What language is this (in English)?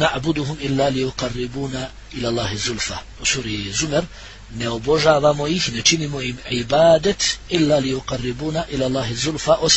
Bosnian